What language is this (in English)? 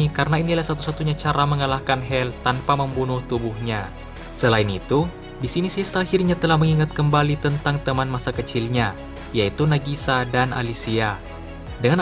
Indonesian